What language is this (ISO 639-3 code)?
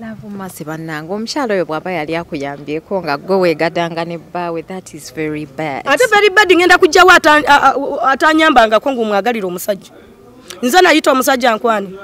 lug